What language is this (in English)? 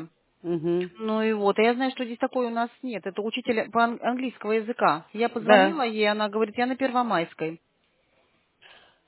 Russian